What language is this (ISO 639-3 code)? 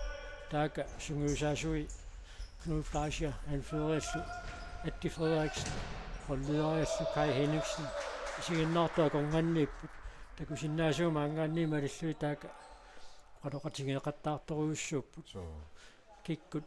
kal